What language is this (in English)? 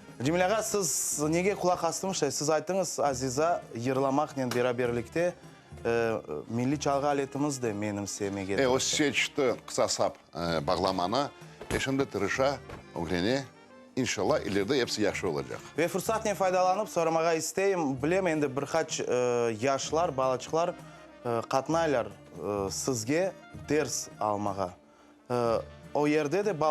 Crimean Tatar